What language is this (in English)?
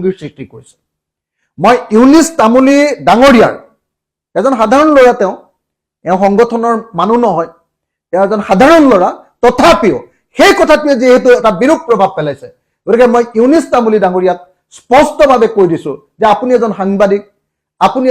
Assamese